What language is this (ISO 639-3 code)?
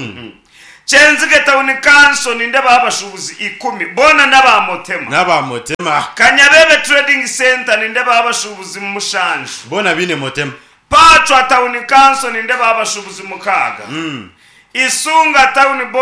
nyn